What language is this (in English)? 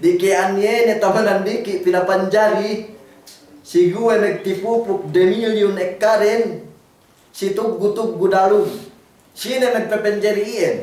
Yakan